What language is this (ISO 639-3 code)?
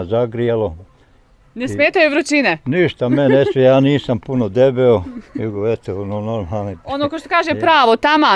bos